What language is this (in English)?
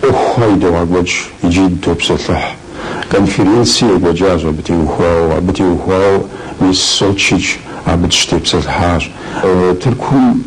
Kabardian